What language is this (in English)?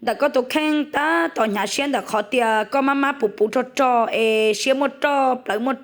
Hmong